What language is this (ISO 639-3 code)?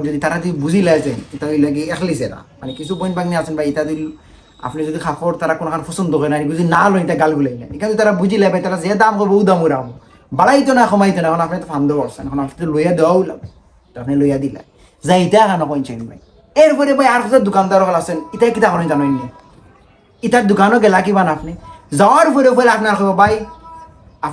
syl